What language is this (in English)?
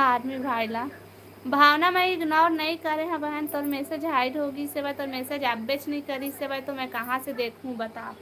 Chhattisgarhi